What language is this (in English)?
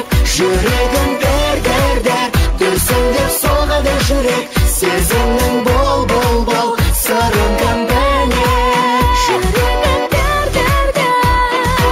Kazakh